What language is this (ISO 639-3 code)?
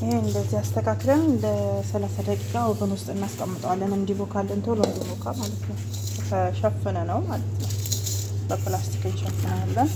amh